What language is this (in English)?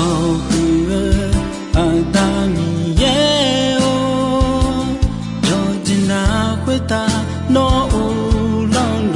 Akha